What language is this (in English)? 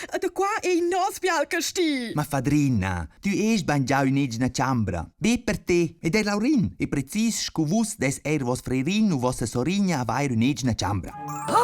Romansh